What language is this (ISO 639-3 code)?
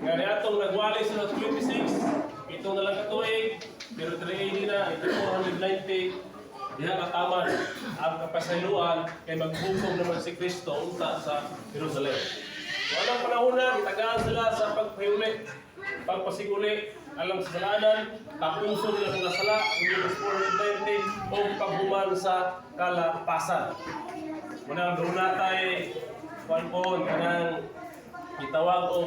ceb